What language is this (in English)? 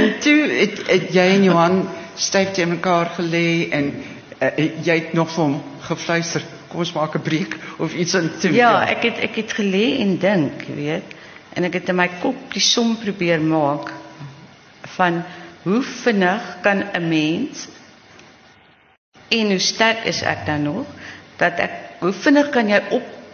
Afrikaans